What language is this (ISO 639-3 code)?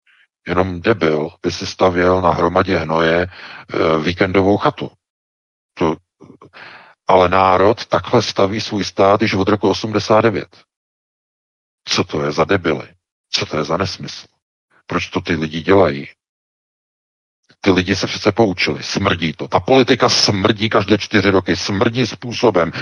ces